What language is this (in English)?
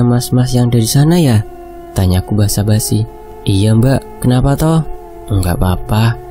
Indonesian